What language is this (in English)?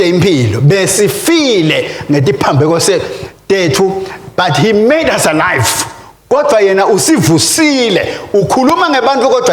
Swati